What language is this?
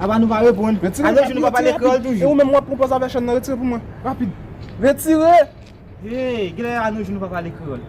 Haitian Creole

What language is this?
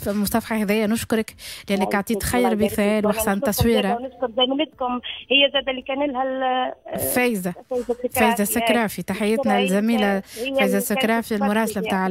Tunisian Arabic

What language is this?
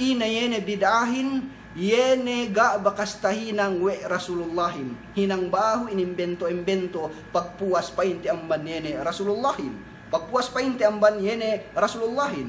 Yakan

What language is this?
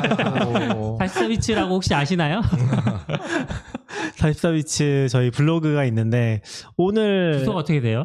Korean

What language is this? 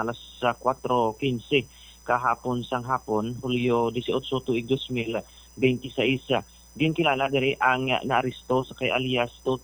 Hiligaynon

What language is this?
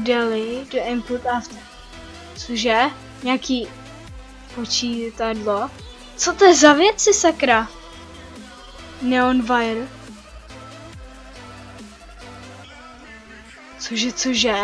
Czech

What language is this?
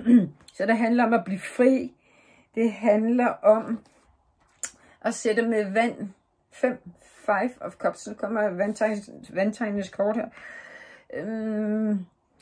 Danish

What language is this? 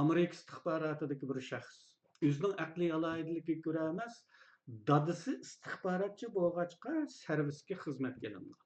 Uyghur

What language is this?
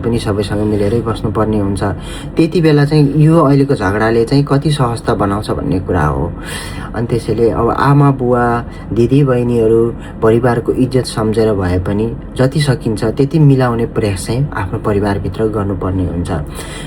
Nepali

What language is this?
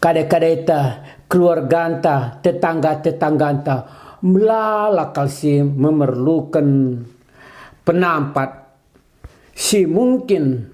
Batak Karo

